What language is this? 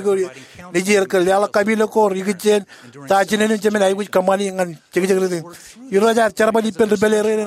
Marshallese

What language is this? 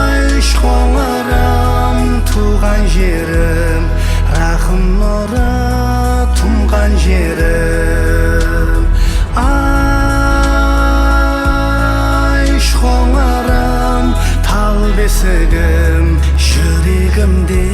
Kara-Kalpak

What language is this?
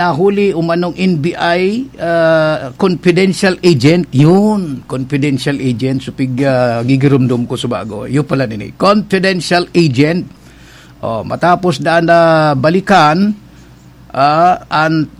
Bikol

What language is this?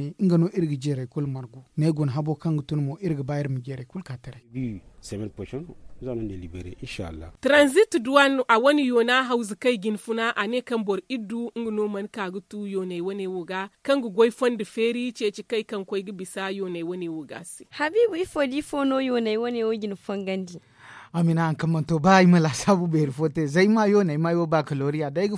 Zarma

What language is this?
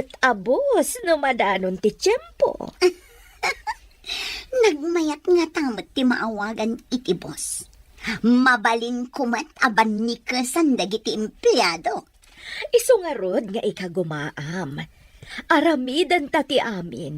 Iloko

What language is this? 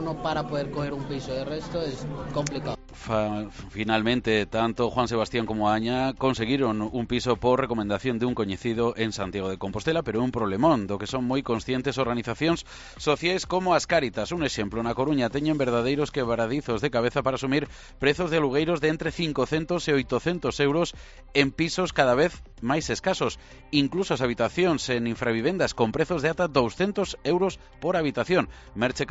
Galician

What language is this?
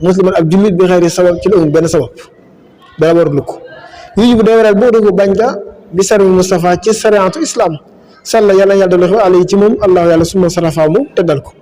Wolof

